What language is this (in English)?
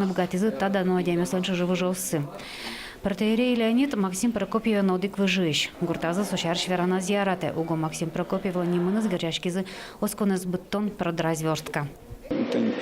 Udmurt